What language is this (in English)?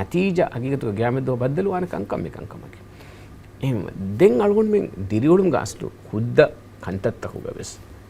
Divehi